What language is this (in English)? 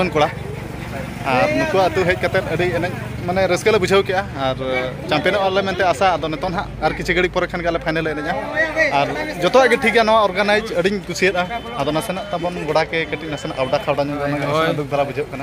Santali